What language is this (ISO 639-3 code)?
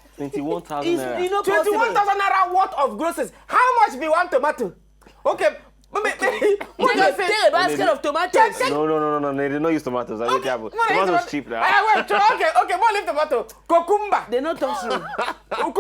pcm